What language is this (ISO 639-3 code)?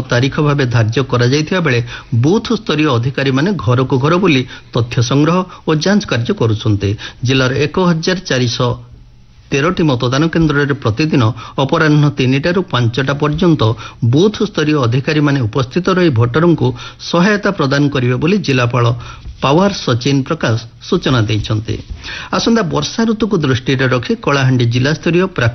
ori